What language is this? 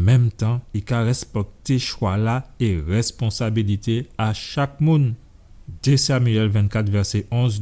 Guadeloupean Creole French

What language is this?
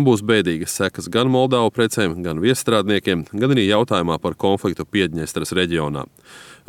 Latvian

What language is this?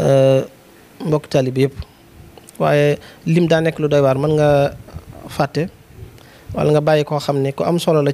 Wolof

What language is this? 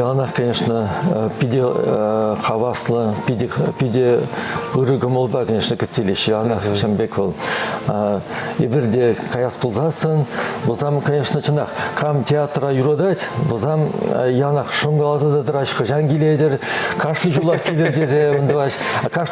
Chuvash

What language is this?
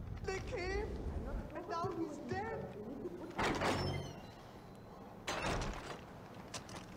Turkish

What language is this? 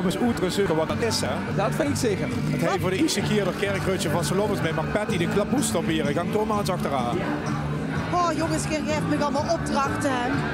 Limburgish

